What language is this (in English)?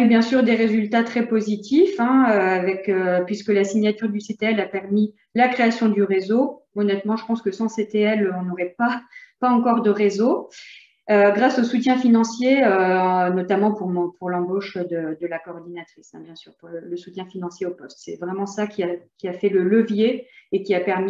French